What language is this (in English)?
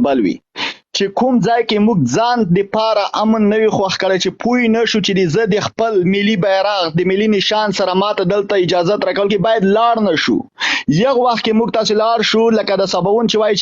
Pashto